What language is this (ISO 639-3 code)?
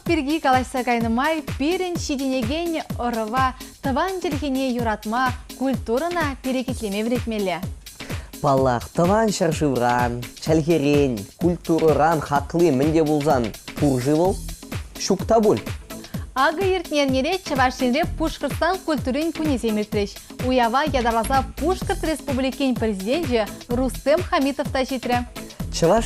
chv